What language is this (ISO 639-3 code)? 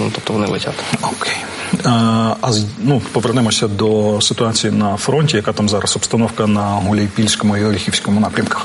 ukr